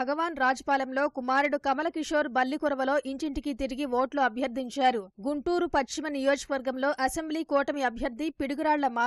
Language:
Telugu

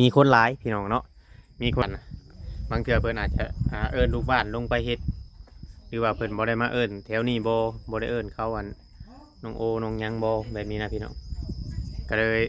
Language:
Northeastern Thai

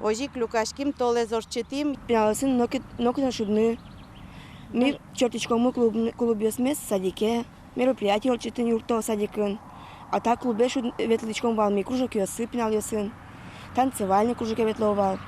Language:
Udmurt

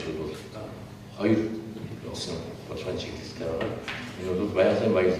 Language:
Mongolian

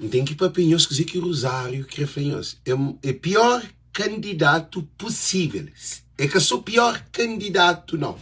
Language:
Kabuverdianu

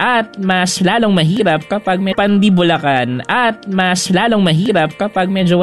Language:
Filipino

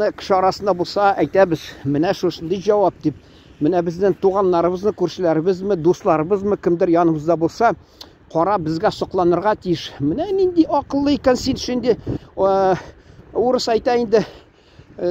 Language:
Tatar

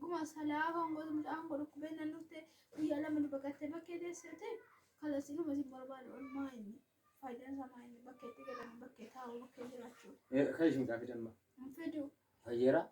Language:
Oromo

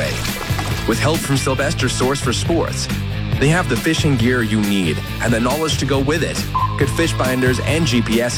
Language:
English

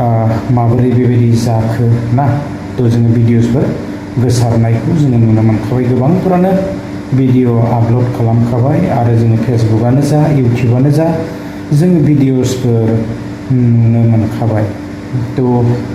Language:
Bodo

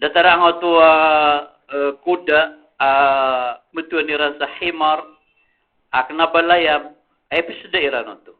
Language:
Maranao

